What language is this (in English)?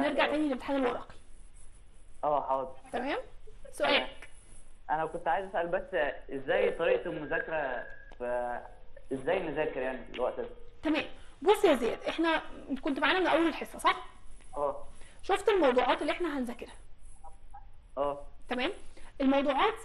Egyptian Arabic